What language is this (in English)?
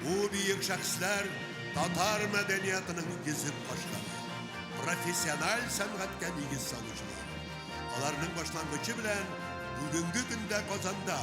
Tatar